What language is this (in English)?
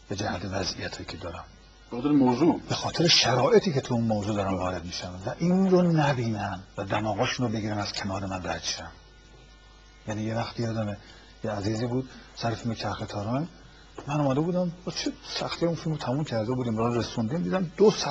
Persian